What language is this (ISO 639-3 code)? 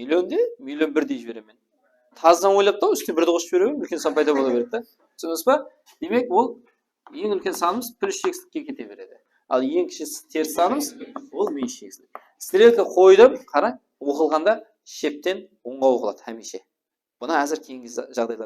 kaa